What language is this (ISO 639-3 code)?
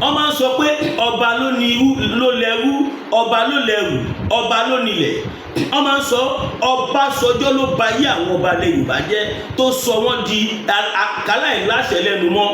yor